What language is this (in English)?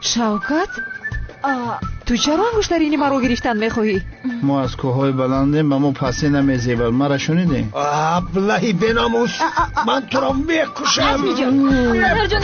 Tajik